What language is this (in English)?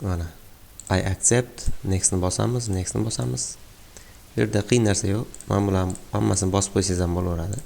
Uzbek